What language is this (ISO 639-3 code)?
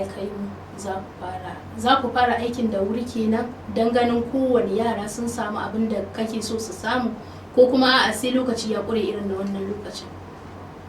hau